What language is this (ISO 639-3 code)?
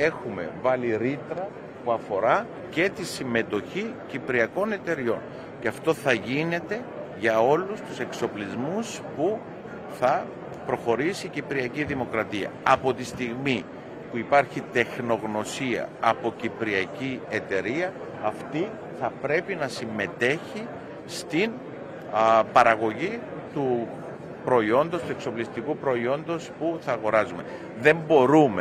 ell